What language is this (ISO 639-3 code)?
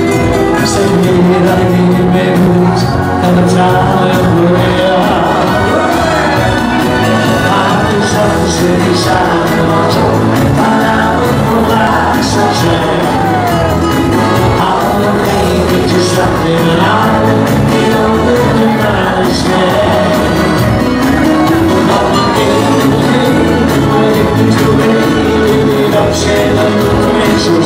nld